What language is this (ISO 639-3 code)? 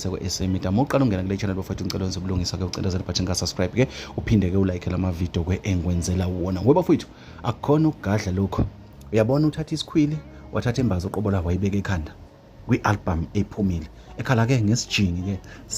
zul